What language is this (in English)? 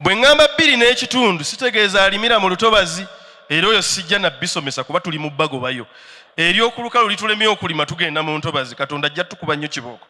Ganda